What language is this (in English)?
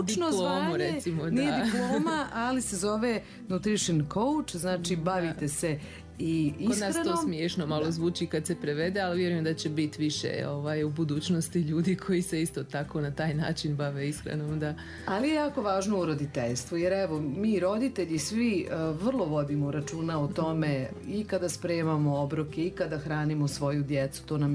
Serbian